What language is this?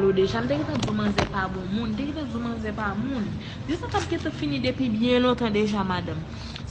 Haitian Creole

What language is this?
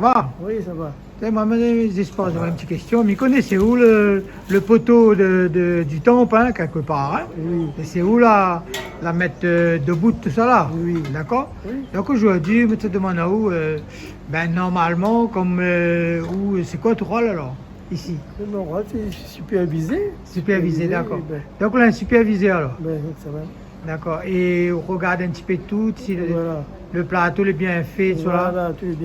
Réunion Creole French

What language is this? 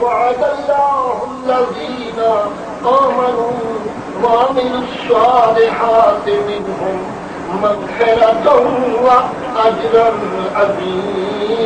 Saraiki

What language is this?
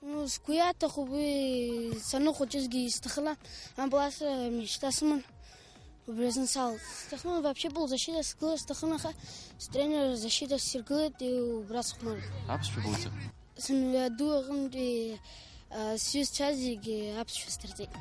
Abkhazian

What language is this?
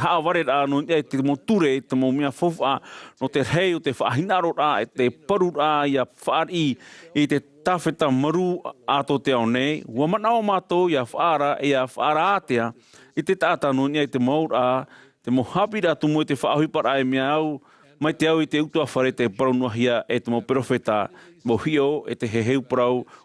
Tahitian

